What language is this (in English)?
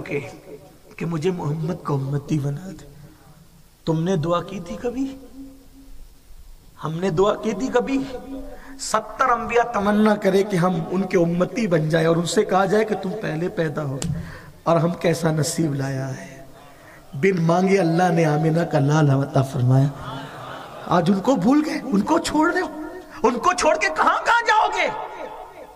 Urdu